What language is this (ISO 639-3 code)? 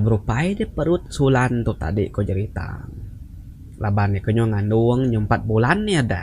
iba